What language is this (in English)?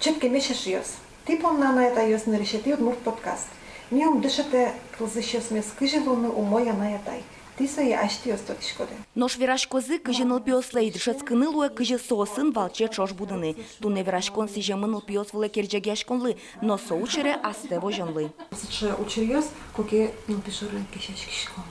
Udmurt